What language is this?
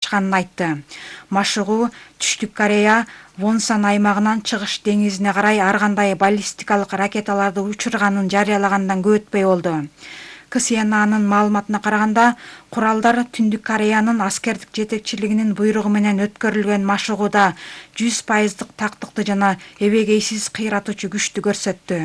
Kyrgyz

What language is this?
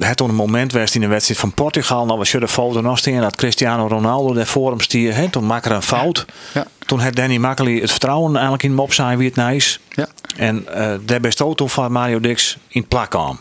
Western Frisian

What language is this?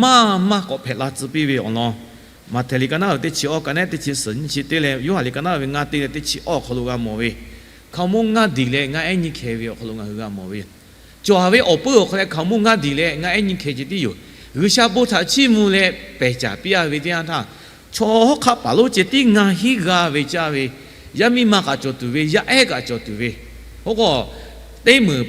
Lahu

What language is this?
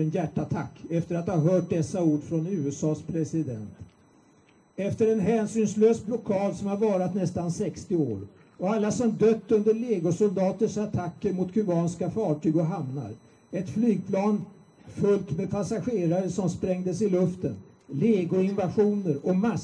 Swedish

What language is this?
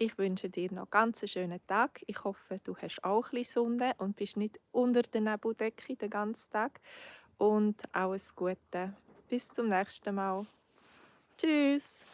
Swiss German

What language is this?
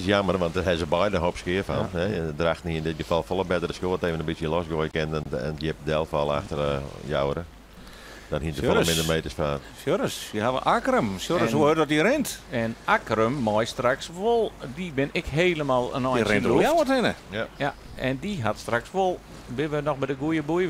Western Frisian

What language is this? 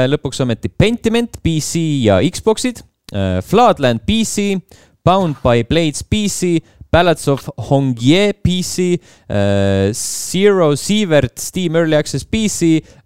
Estonian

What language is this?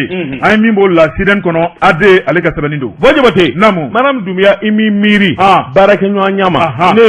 Bambara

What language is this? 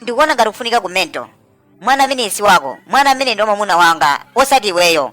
Nyanja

